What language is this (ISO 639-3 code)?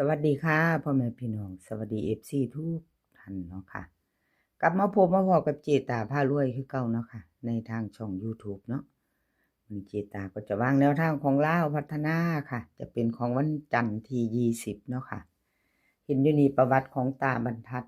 tts